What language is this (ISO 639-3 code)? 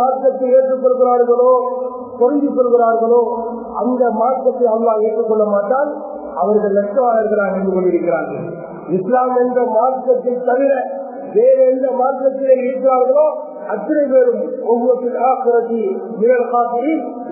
tam